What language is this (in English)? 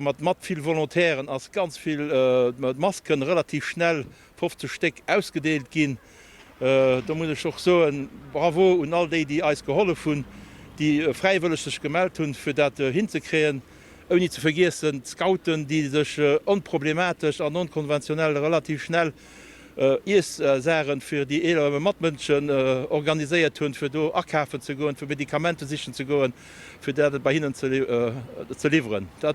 Luxembourgish